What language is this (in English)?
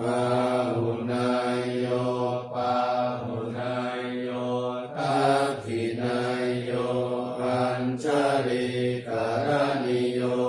Pali